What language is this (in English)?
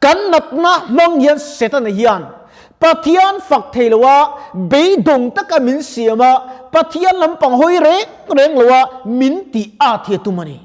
Mizo